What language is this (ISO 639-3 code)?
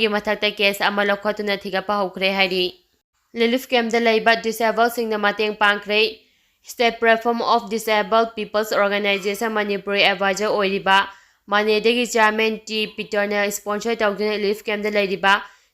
mni